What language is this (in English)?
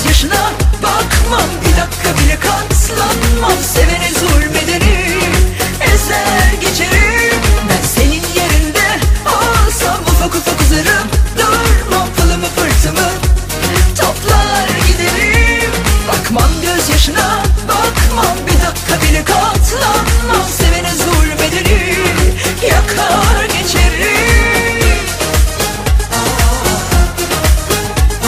Turkish